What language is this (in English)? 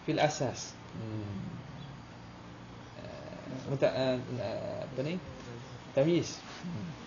Malay